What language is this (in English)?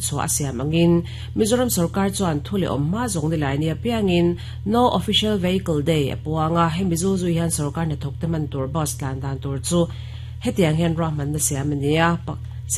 Mizo